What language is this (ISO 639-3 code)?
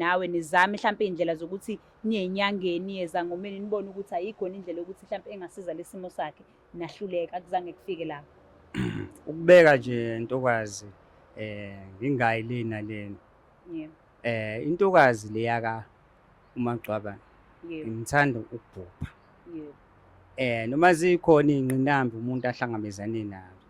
zul